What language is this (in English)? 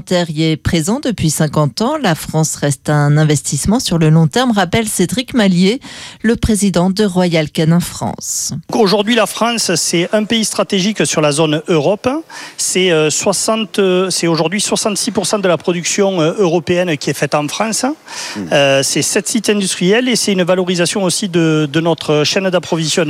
French